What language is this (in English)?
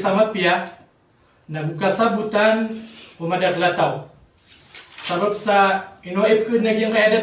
Maranao